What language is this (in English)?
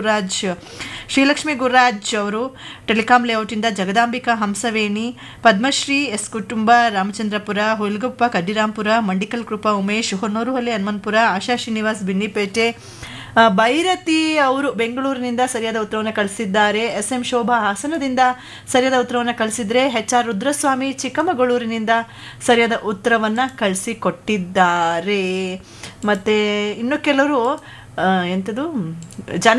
Kannada